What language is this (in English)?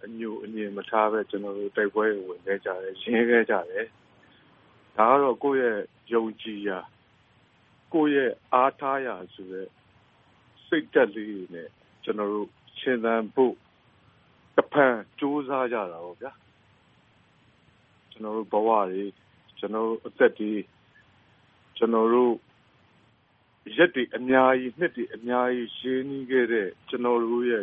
Burmese